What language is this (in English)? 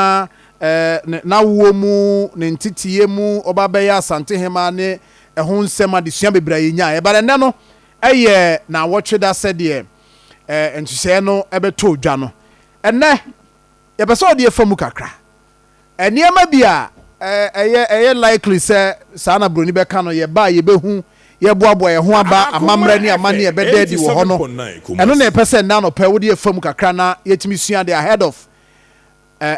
Akan